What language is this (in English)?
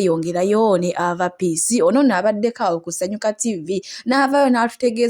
Ganda